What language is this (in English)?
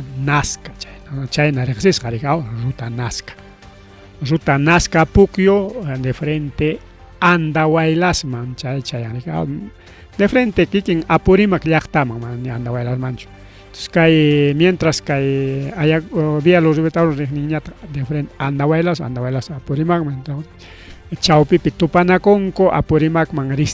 Ayacucho Quechua